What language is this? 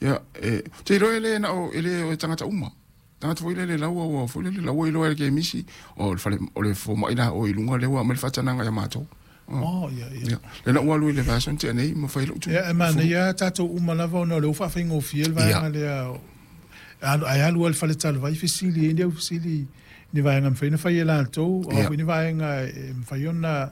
Samoan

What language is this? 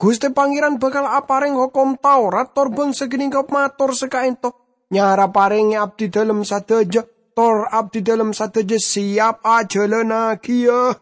Madurese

